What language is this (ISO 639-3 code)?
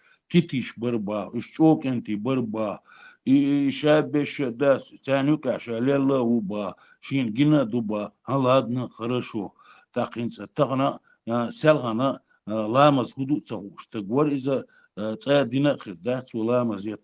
che